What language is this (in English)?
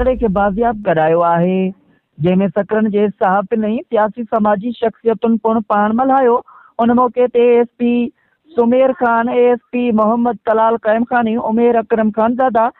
Sindhi